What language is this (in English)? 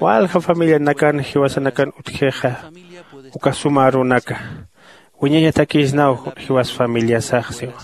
Aymara